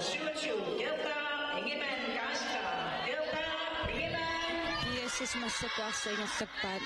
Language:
Kalaallisut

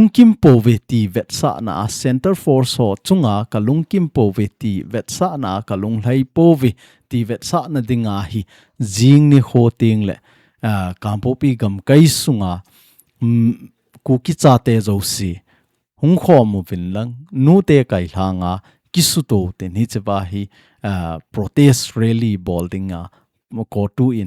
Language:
Thado Chin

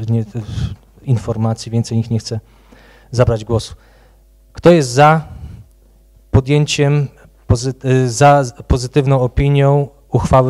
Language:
Polish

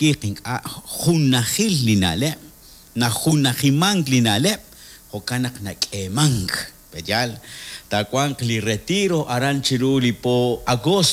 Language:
Kekchí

